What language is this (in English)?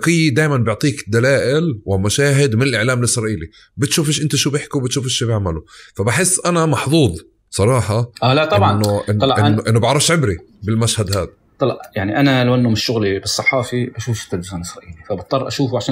North Levantine Arabic